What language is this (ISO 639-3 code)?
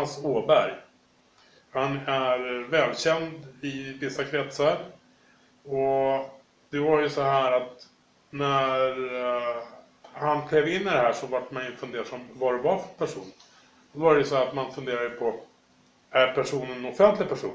swe